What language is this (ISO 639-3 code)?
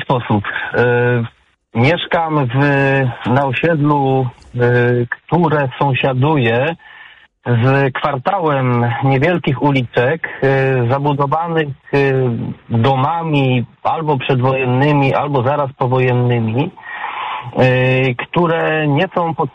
pol